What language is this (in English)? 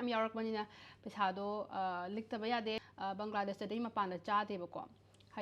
Manipuri